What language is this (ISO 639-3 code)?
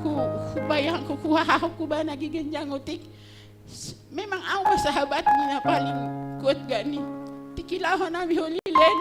bts